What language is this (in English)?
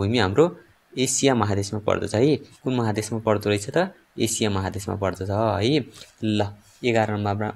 Nepali